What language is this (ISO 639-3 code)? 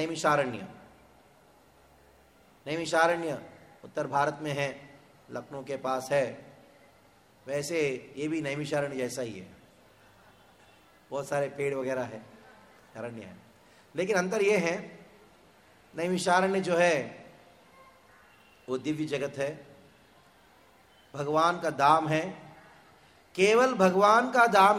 hin